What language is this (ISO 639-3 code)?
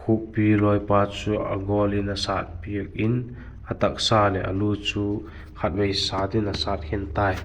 vap